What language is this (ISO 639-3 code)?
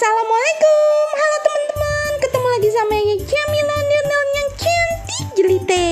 bew